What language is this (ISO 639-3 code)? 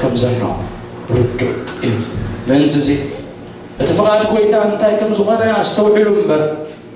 tir